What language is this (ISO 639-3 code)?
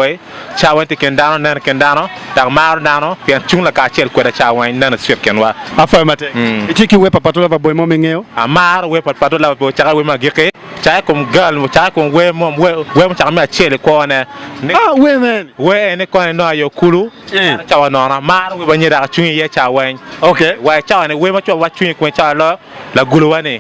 ach